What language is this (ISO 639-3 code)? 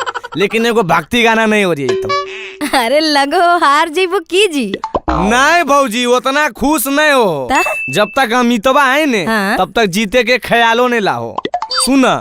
mag